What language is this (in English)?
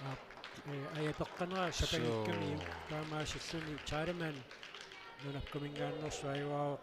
Kalaallisut